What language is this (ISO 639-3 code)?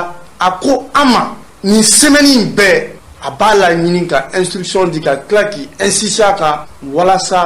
bam